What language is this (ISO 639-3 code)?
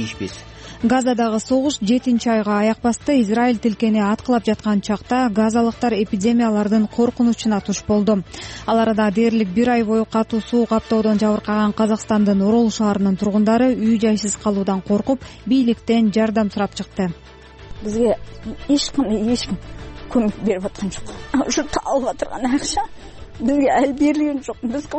kir